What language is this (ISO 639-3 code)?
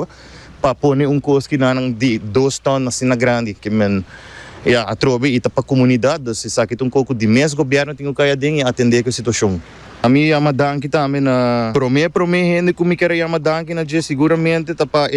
pap